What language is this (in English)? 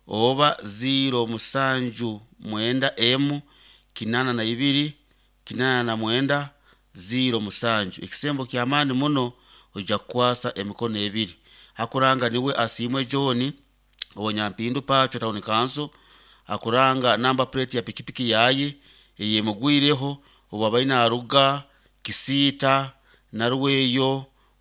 Nyankole